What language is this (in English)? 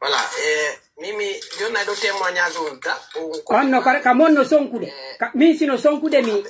Pular